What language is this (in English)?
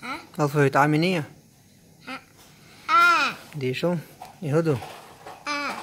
Chechen